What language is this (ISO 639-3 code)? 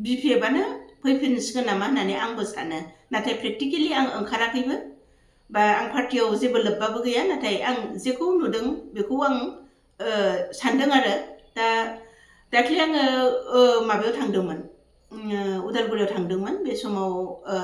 brx